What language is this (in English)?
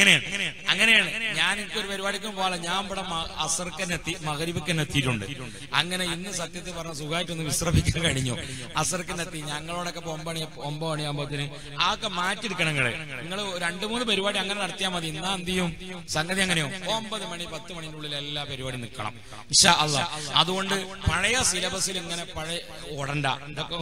Malayalam